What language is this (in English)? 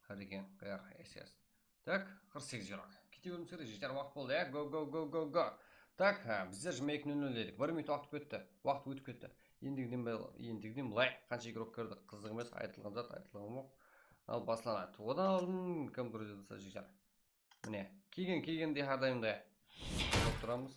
Kara-Kalpak